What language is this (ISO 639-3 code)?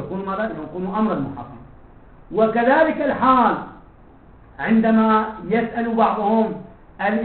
ara